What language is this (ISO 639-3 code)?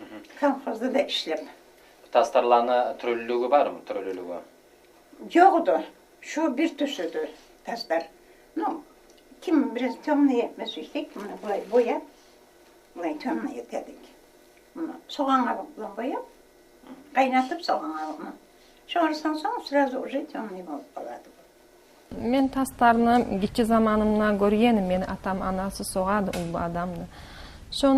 kum